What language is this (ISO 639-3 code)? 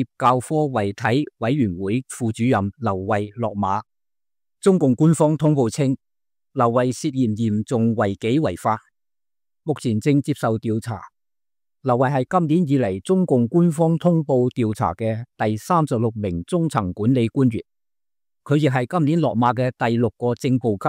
yue